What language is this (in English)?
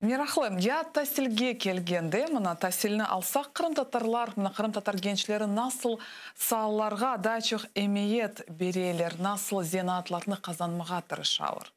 Crimean Tatar